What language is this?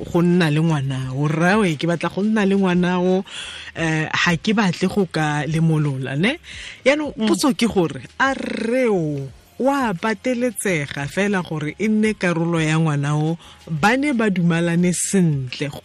Tswana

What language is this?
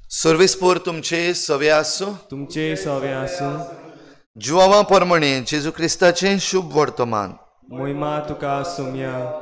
Konkani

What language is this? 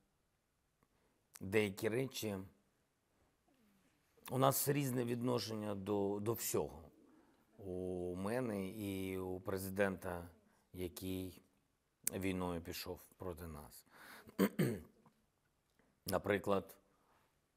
Ukrainian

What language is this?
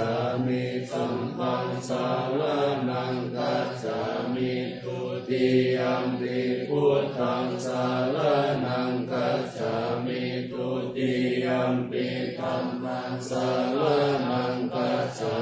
Pali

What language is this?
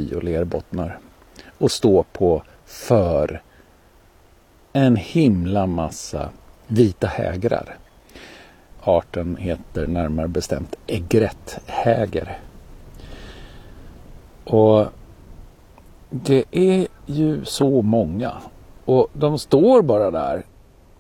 Swedish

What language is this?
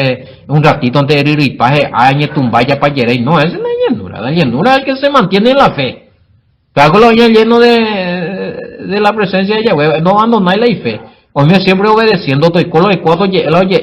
Guarani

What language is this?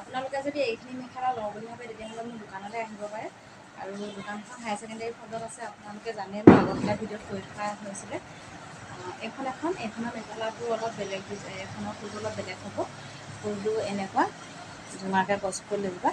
Assamese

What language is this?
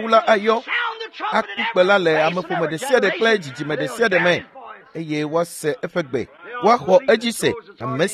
Ewe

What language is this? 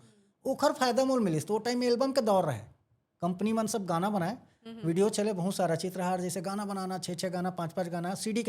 Chhattisgarhi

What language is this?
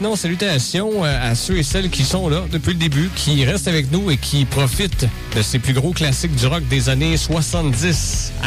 French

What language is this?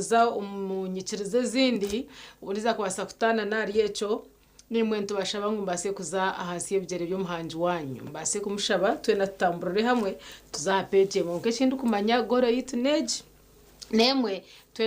Nyankole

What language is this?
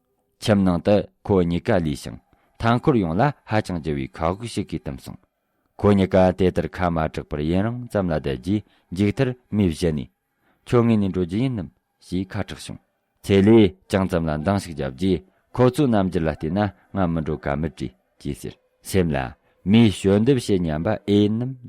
Tibetan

